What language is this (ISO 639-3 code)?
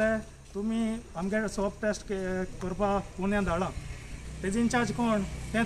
kok